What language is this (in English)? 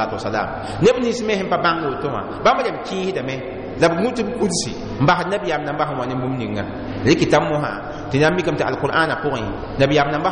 Mossi